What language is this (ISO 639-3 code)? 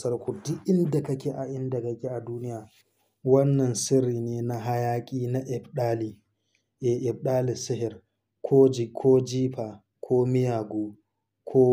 hau